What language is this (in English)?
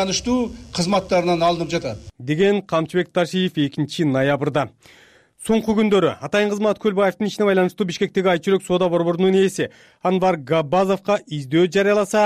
Kyrgyz